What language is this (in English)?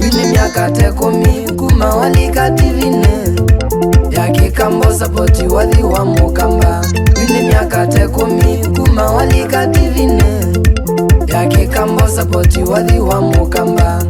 Kamba